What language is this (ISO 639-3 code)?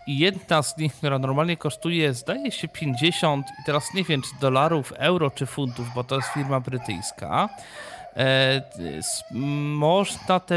pol